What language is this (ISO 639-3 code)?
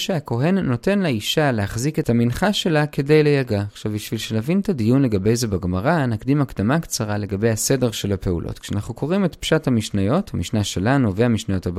heb